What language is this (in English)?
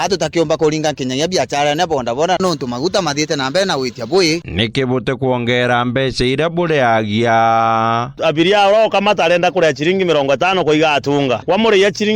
Meru